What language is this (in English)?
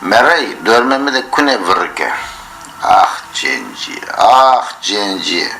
Zaza